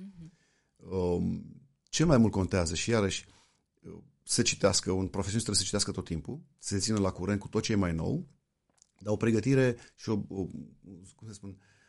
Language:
Romanian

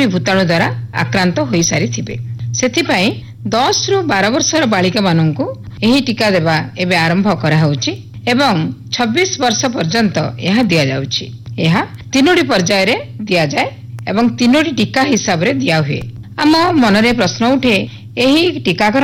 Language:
Odia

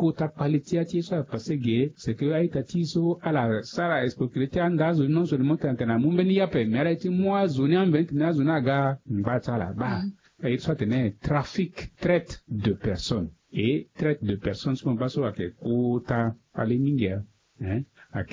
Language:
Sango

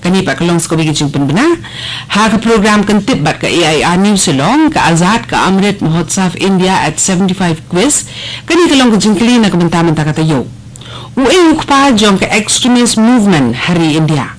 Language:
Khasi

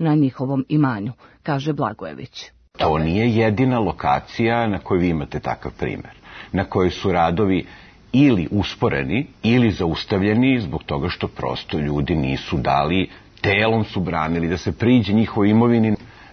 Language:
Serbian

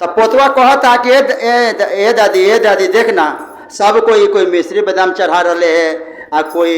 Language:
Magahi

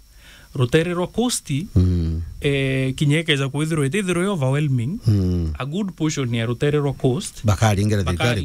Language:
Meru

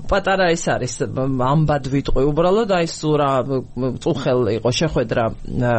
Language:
Georgian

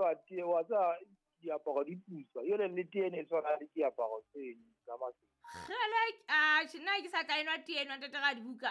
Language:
Southern Sotho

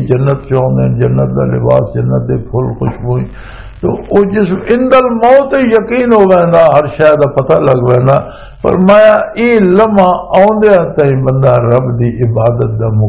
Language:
Western Panjabi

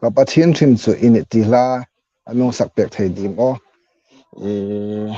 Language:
Hmar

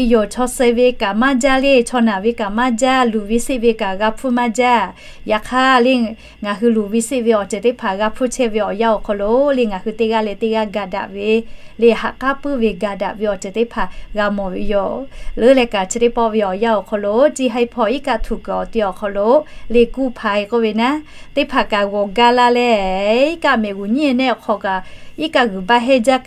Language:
Lahu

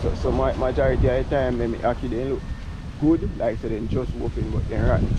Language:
Jamaican Creole English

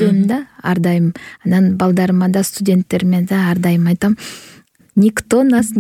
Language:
Kyrgyz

